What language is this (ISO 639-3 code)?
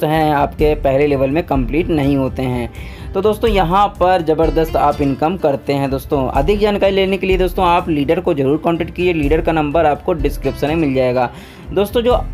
hin